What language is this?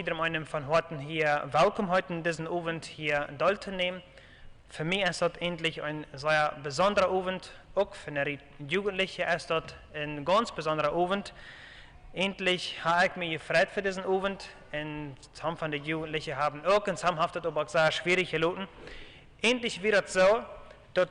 Plautdietsch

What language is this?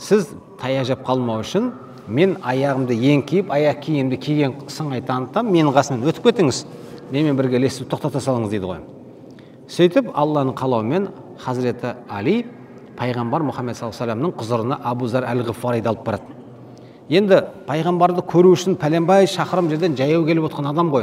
Kazakh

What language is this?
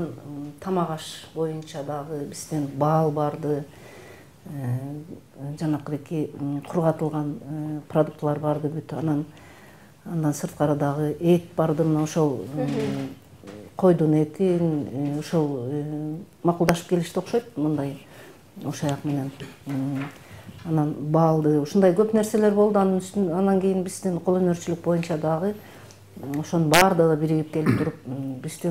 Kyrgyz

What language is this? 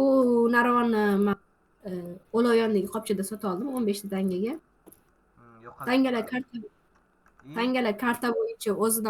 Uzbek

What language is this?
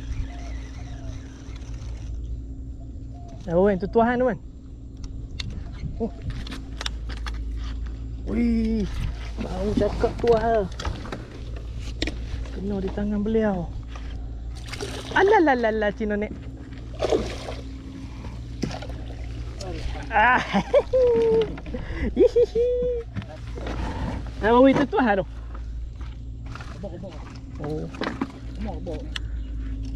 Malay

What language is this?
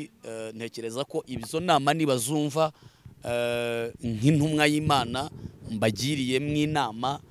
Kinyarwanda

